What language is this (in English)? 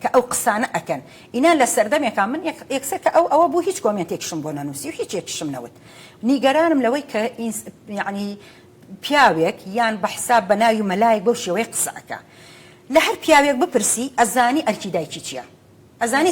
Central Kurdish